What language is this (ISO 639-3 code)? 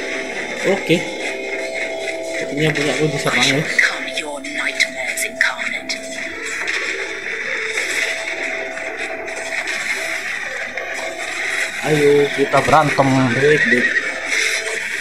ind